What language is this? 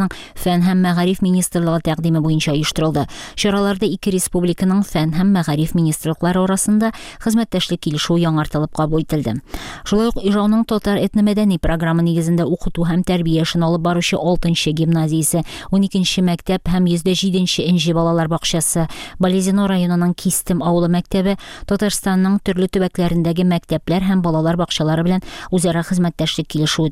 Tatar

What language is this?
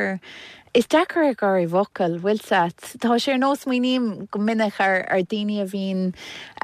Irish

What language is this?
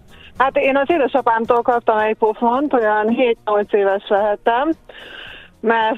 Hungarian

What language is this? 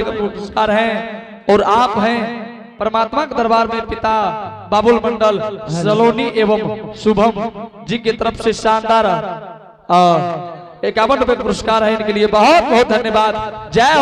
Angika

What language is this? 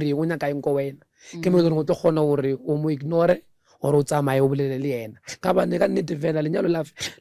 Northern Sotho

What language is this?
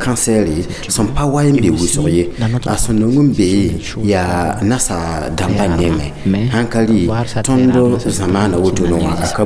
Mossi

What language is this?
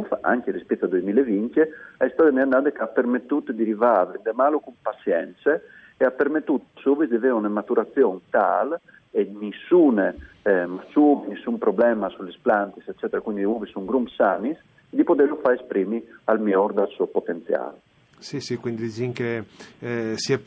Friulian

